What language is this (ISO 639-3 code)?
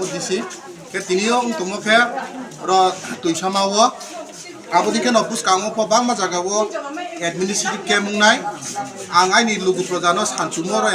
trp